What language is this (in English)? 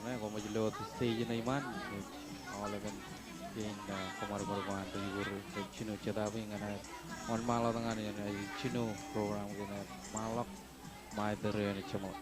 Marshallese